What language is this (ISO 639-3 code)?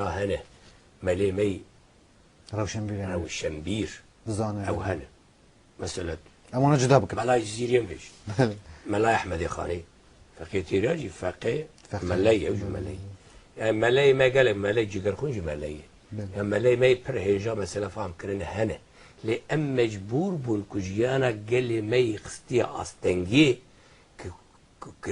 kur